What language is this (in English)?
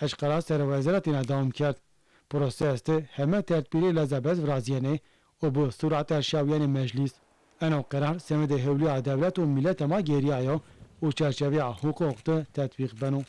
Zaza